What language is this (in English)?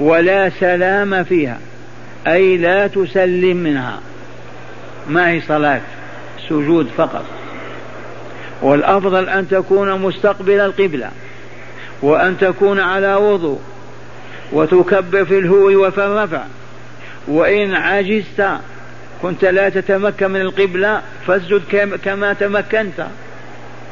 Arabic